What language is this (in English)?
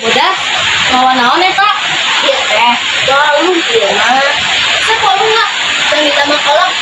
Sundanese